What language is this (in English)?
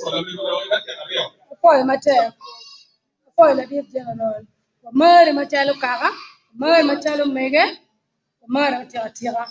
Acoli